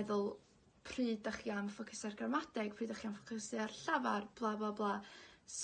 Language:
Welsh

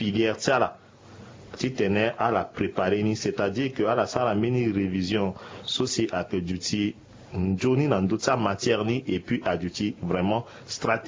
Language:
Sango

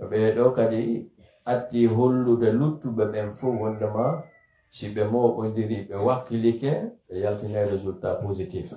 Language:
Pular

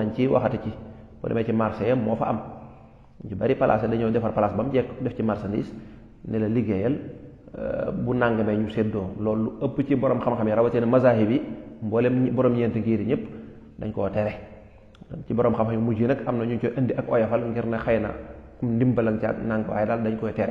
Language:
Wolof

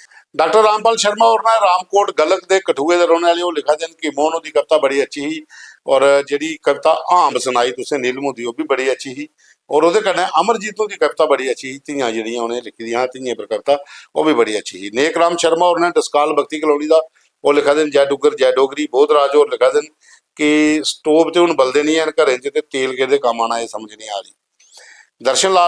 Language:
Dogri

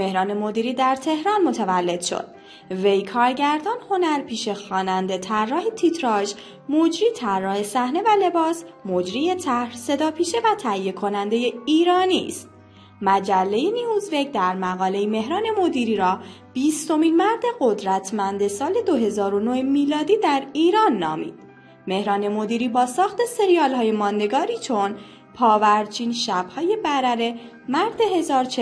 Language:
Persian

